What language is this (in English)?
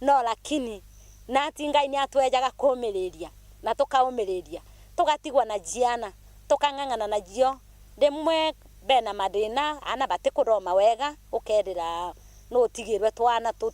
Meru